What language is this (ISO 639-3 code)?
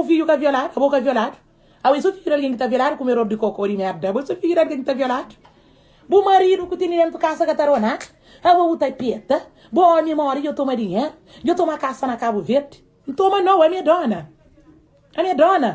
kea